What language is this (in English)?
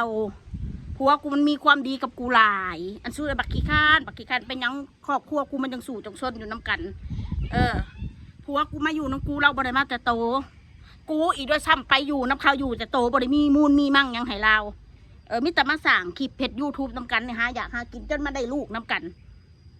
Northeastern Thai